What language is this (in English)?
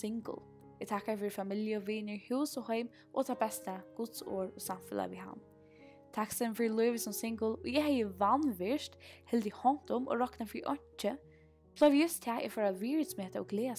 Faroese